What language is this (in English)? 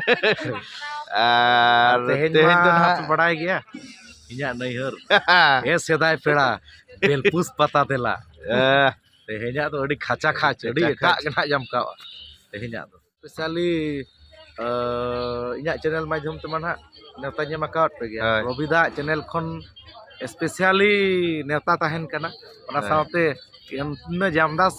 Santali